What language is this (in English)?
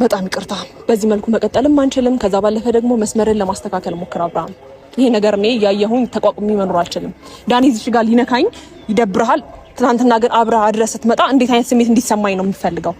Amharic